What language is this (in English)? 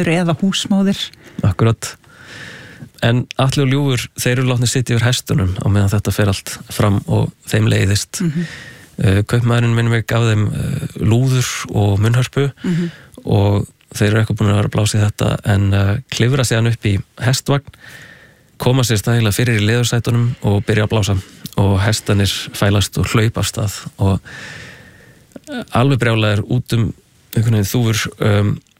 Icelandic